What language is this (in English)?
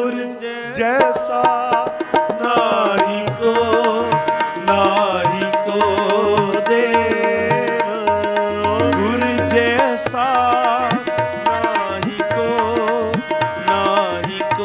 Punjabi